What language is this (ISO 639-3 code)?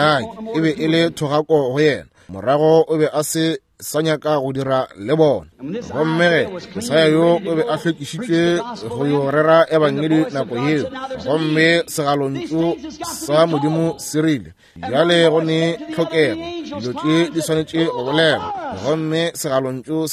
nso